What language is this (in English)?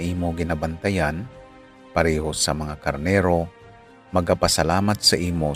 Hiligaynon